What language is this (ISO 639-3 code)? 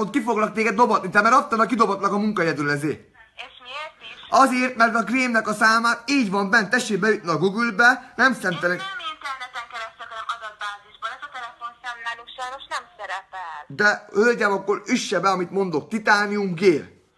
hun